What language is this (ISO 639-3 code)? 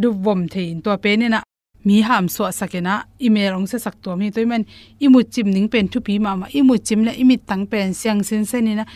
ctd